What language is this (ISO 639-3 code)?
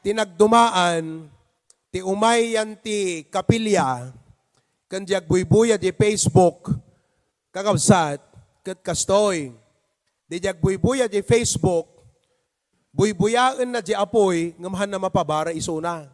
ilo